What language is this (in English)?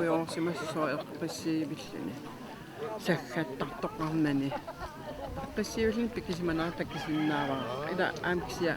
Kalaallisut